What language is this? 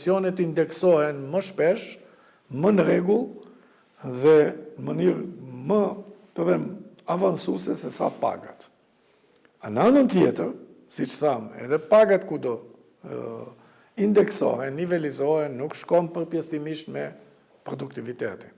Albanian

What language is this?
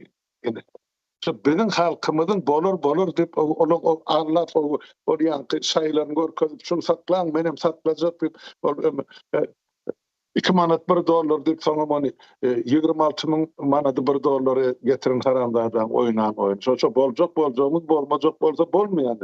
Turkmen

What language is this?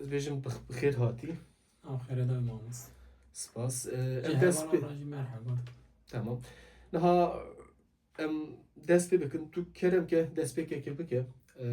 Kurdish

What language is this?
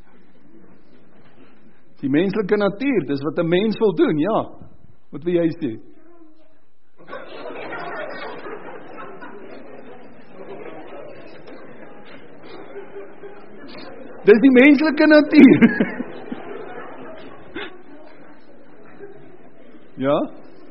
Afrikaans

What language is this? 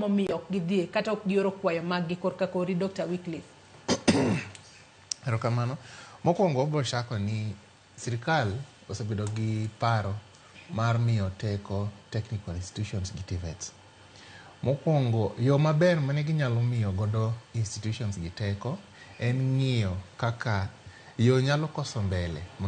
Luo (Kenya and Tanzania)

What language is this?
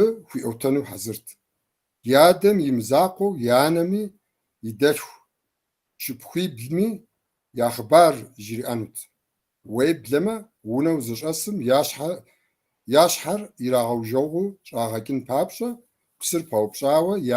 Kabardian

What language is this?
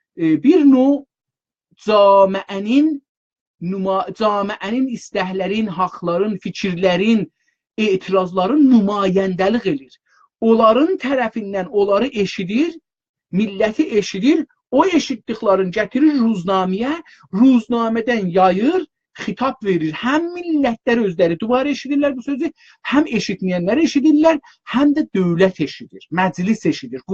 South Azerbaijani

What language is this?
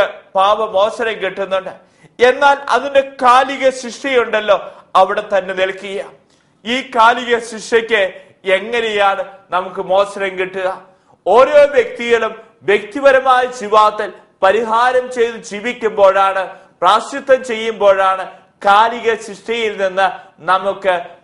Malayalam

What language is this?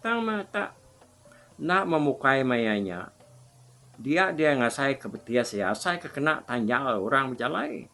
Iban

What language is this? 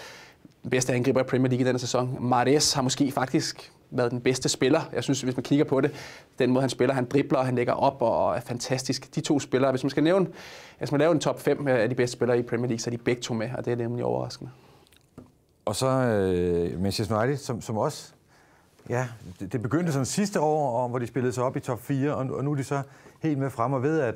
Danish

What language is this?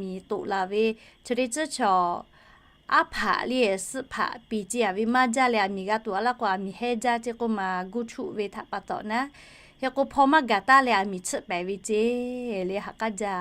Lahu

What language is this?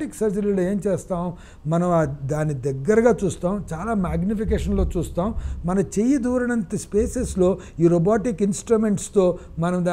Telugu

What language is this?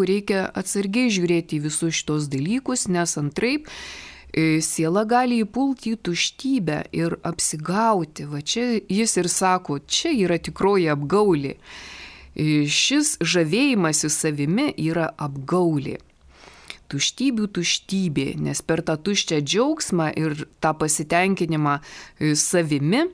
Lithuanian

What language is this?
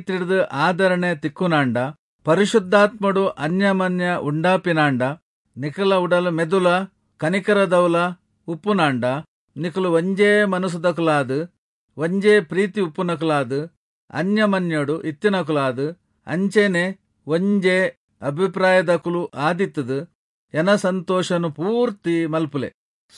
Tulu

